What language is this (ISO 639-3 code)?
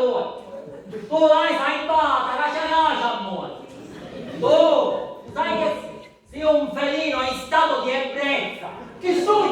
scn